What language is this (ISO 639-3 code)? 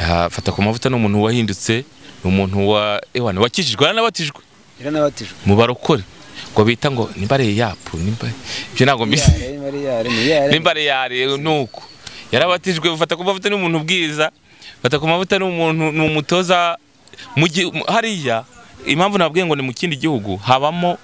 kin